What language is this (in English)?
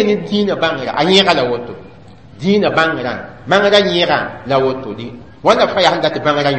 Mossi